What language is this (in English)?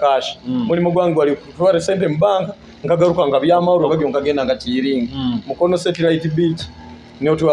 Nyoro